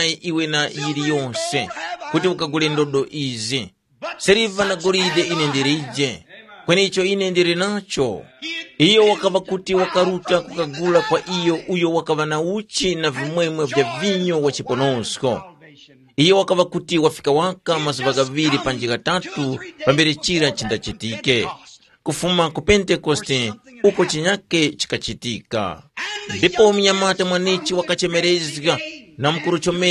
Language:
Tumbuka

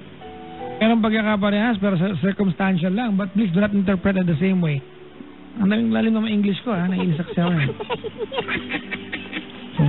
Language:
Filipino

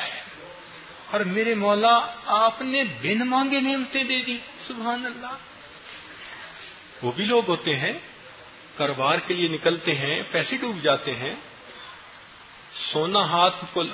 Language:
Urdu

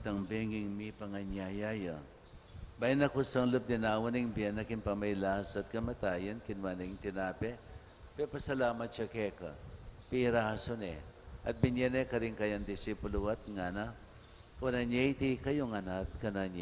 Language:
Pampanga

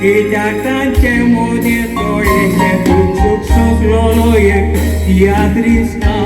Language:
Konkani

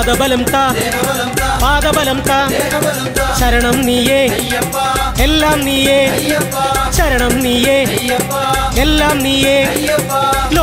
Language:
Malayalam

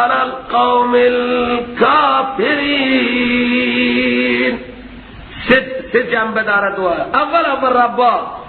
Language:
Persian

